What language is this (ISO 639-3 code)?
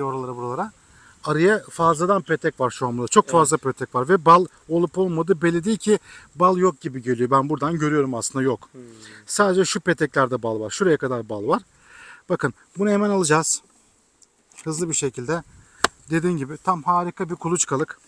tur